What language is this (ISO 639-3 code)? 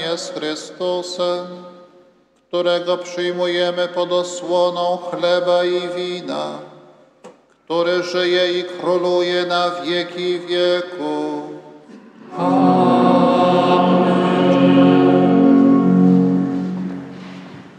pol